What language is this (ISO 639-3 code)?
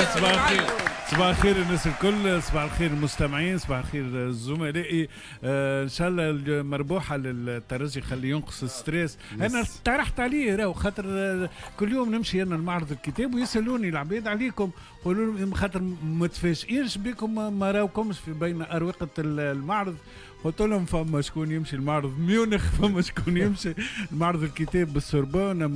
aeb